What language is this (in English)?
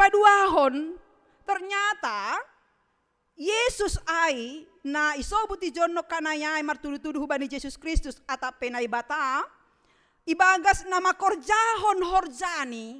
Batak Simalungun